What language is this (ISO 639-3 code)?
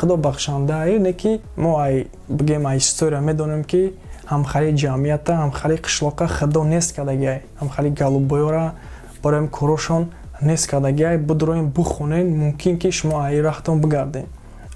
tgk